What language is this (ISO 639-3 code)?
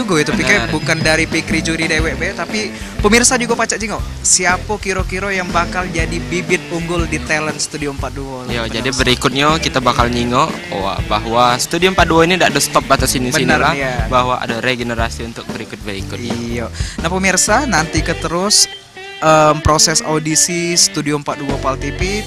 mui